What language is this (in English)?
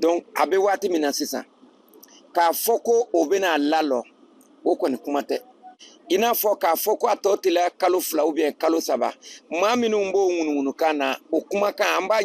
Bambara